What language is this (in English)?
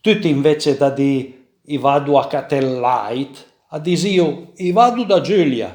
Piedmontese